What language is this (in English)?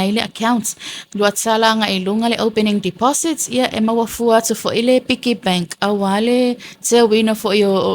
Samoan